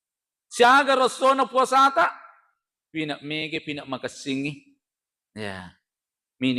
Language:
Buginese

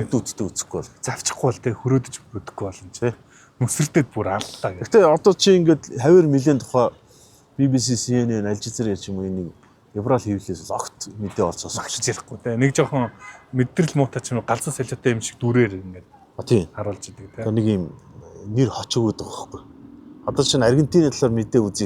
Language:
Mongolian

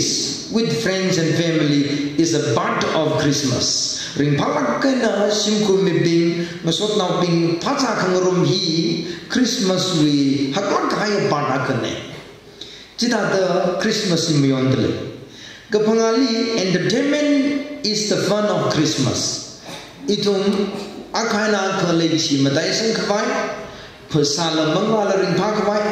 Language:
Tangkhul Naga (India)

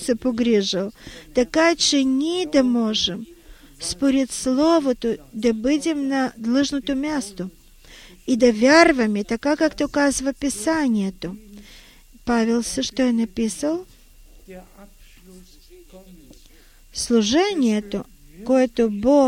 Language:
Bulgarian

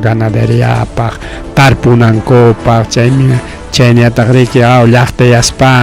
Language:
Ayacucho Quechua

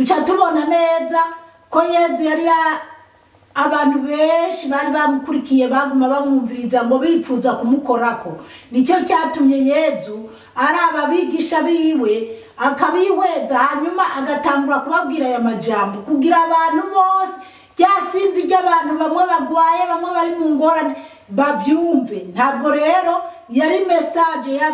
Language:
Rundi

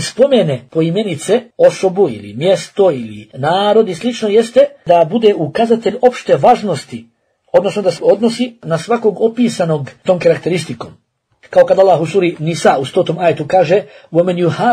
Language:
Bosnian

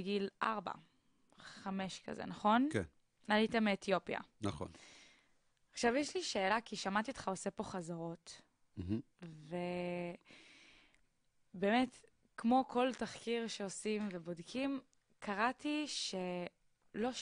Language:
Hebrew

